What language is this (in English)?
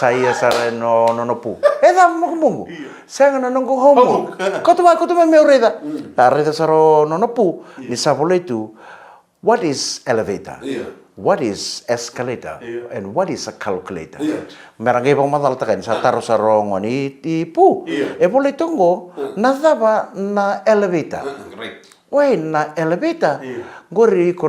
Fijian